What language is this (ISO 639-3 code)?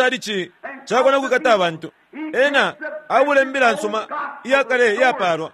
bem